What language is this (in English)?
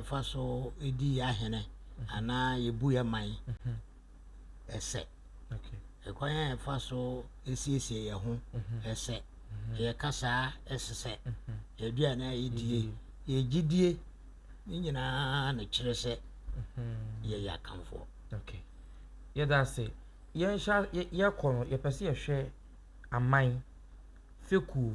Akan